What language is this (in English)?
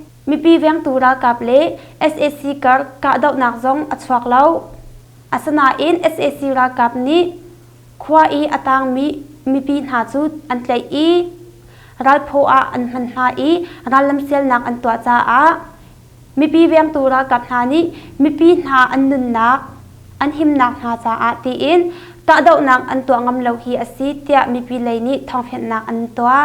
Hakha Chin